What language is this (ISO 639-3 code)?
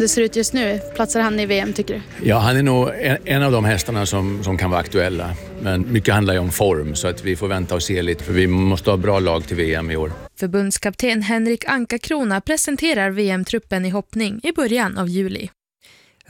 swe